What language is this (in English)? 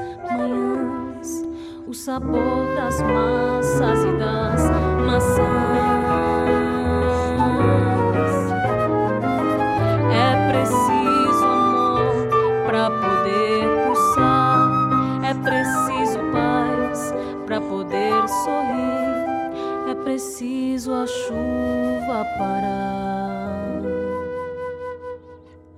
Portuguese